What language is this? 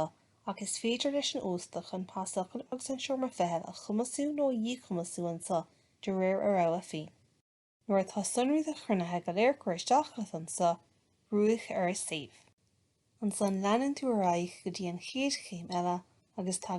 Irish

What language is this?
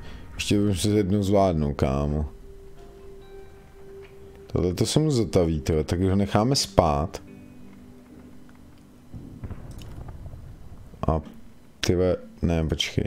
Czech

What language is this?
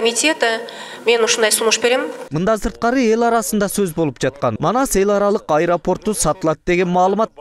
Kyrgyz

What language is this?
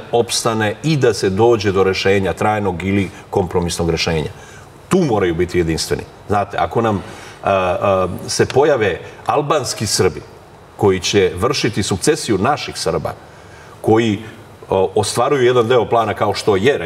Serbian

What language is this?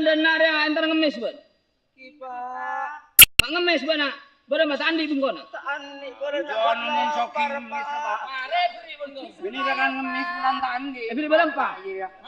Madurese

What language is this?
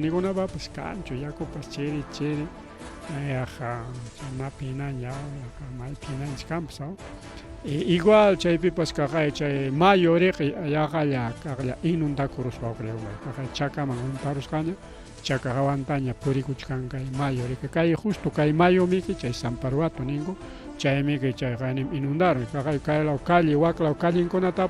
Ayacucho Quechua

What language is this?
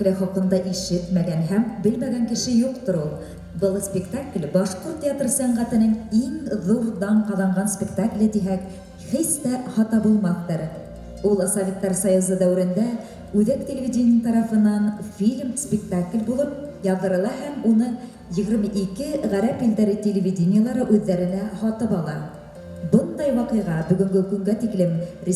Bashkir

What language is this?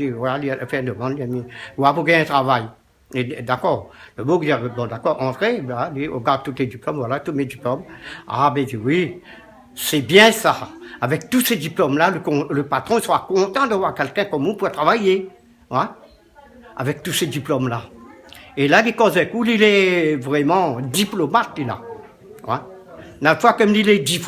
Réunion Creole French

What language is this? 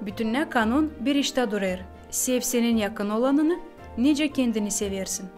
Gagauz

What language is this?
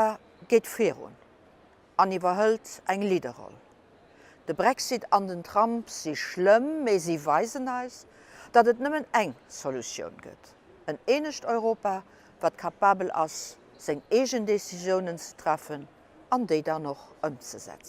Luxembourgish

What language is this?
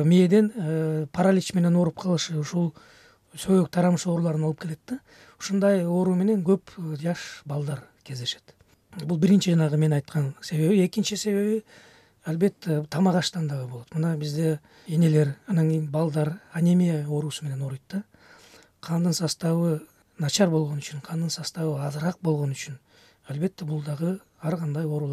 Kyrgyz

